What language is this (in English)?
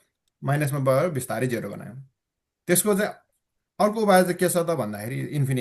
Nepali